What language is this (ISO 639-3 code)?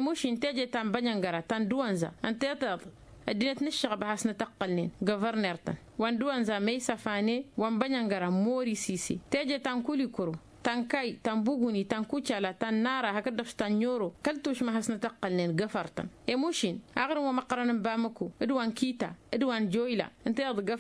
taq